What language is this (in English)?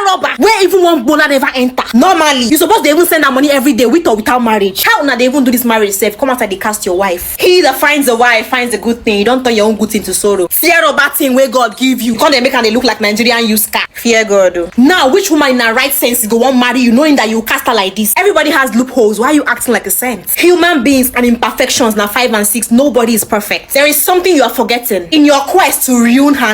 Nigerian Pidgin